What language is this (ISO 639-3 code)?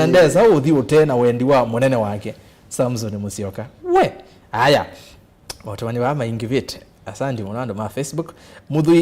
kam